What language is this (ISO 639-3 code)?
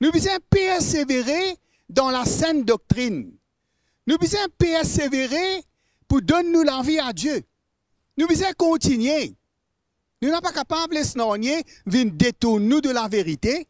mfe